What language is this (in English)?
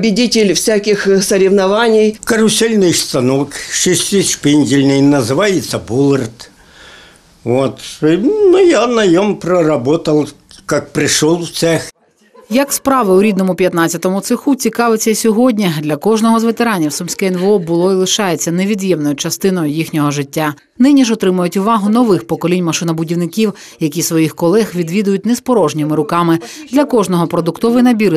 Ukrainian